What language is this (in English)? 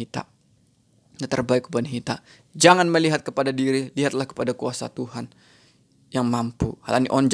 Batak Simalungun